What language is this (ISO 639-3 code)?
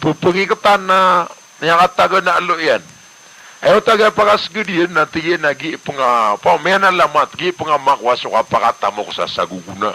mrw